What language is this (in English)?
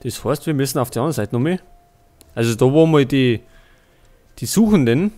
Bavarian